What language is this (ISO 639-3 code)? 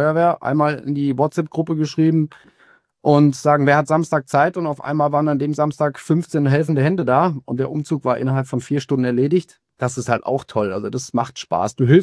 deu